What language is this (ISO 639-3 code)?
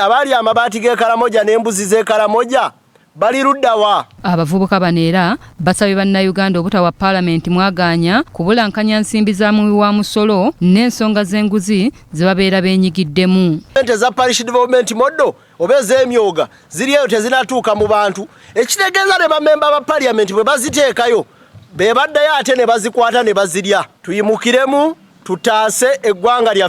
lug